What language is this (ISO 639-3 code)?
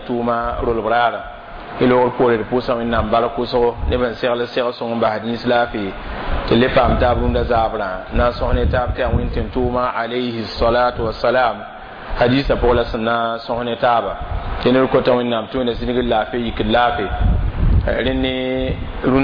mos